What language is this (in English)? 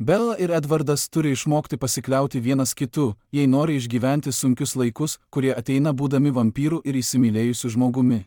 Lithuanian